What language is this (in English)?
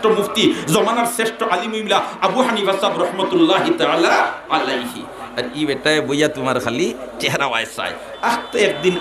Sylheti